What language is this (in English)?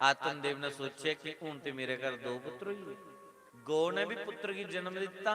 Dogri